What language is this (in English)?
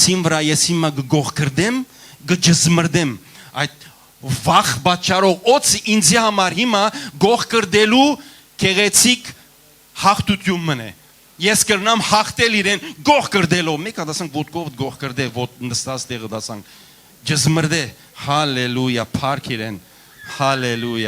Western Armenian